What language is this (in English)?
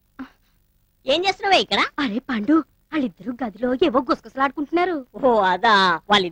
Telugu